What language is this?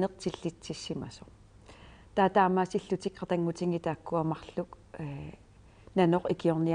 Kalaallisut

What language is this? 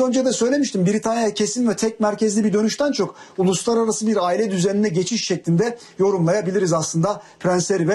Turkish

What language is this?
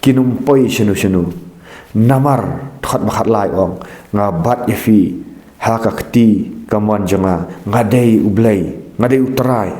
Khasi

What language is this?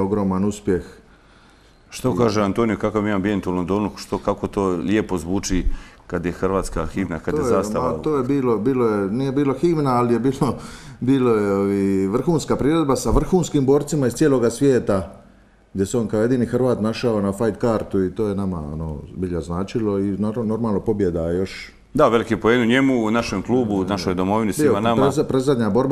Croatian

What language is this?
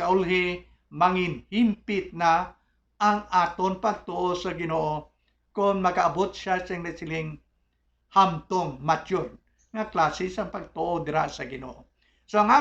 Hiligaynon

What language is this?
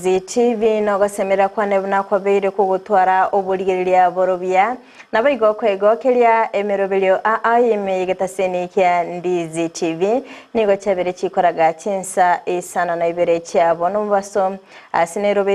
Gusii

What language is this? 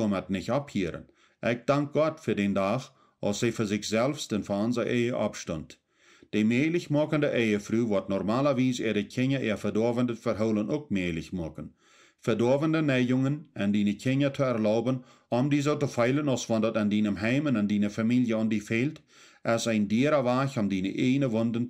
Plautdietsch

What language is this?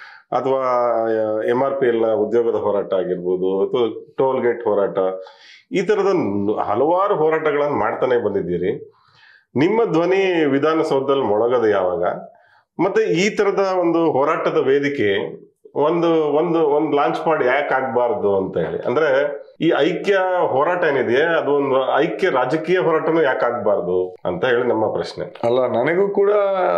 Kannada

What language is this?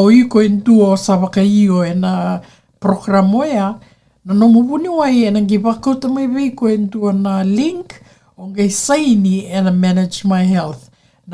Fijian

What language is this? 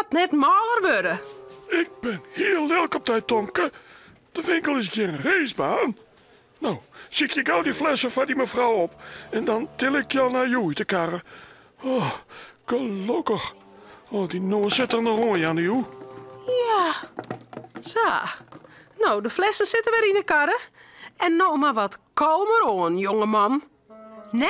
Western Frisian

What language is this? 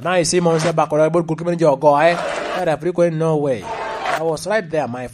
Lango (Uganda)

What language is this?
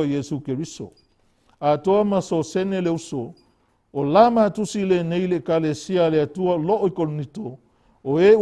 Samoan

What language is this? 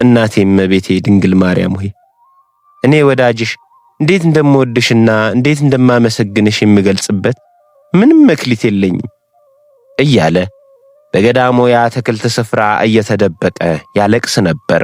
Amharic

